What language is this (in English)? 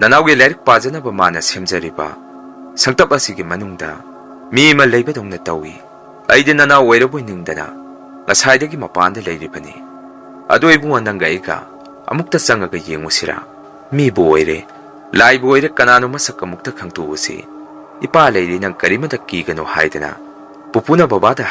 Manipuri